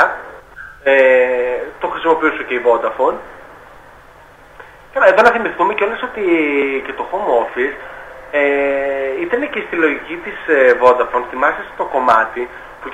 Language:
Greek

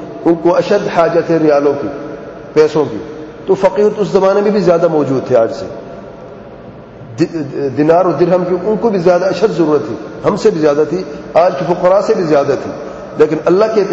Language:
Urdu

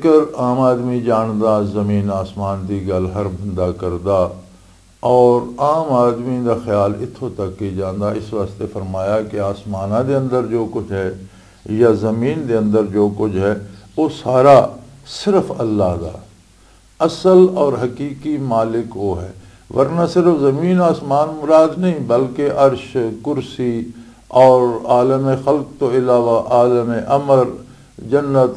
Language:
Western Panjabi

